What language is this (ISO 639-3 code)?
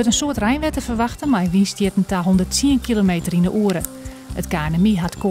fry